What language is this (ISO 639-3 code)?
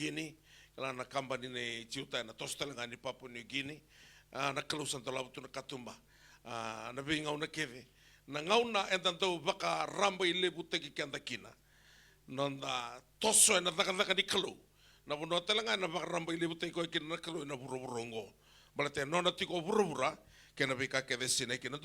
fij